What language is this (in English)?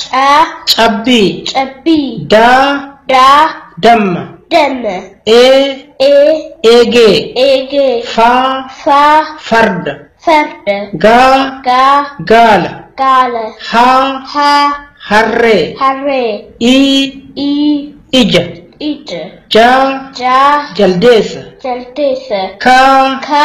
Oromo